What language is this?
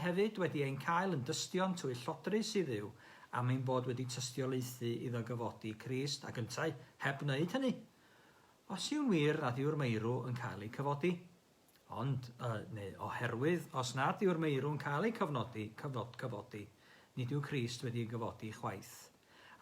Welsh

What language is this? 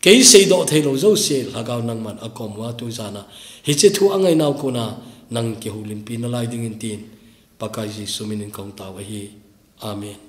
Thado Chin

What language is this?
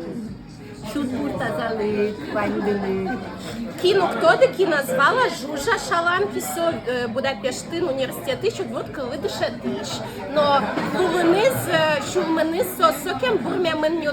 Udmurt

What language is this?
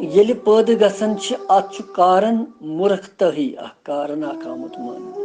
Kashmiri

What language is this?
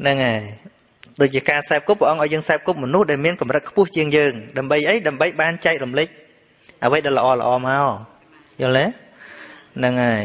Khmer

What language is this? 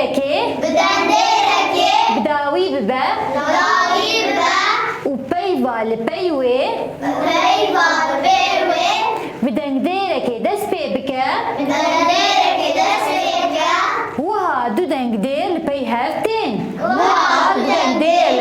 Kurdish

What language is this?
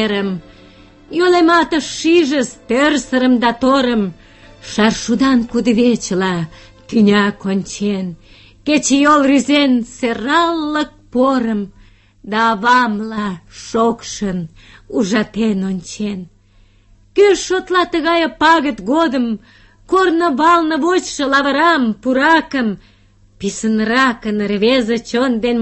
Mari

